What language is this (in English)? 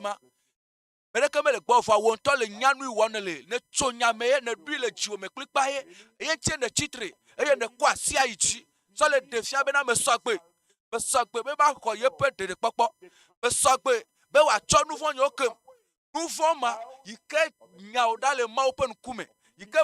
Ewe